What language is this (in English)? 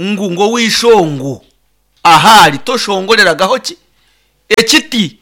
Nyankole